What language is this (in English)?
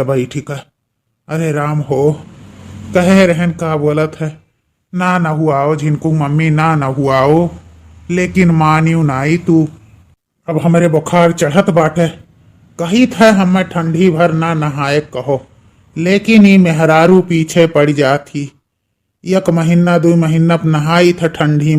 Awadhi